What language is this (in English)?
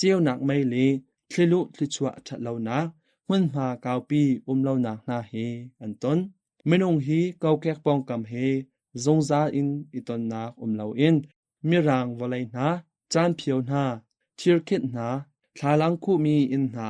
Hakha Chin